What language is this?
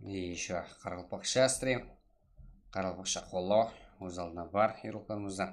Kara-Kalpak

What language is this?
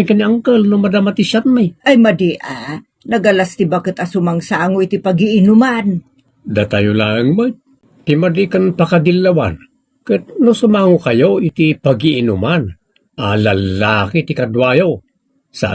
Iloko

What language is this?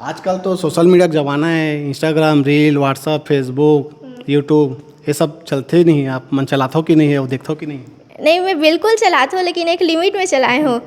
Chhattisgarhi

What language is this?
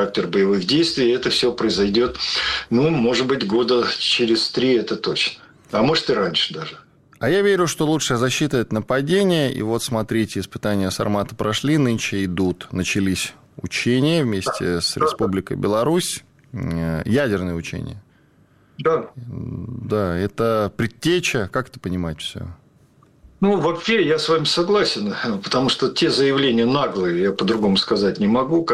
Russian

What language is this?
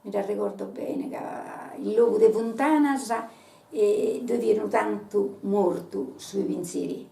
Sardinian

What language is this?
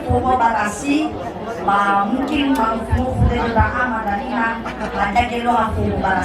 Nias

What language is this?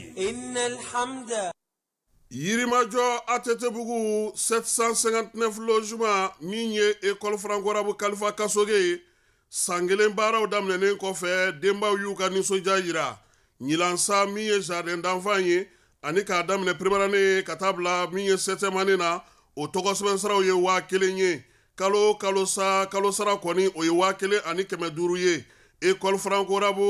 Bambara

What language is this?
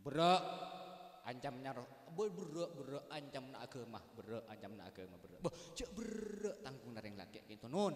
Madurese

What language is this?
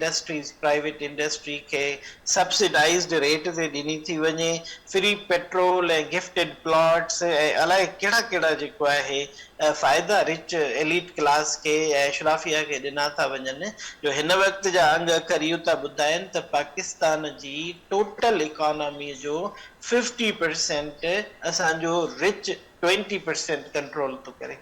Sindhi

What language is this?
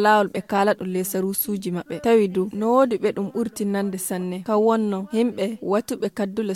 Fula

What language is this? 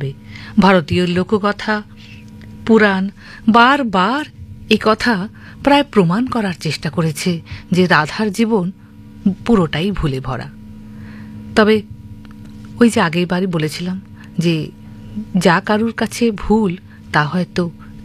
Bangla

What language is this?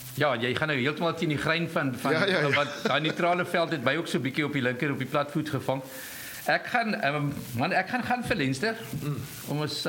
Afrikaans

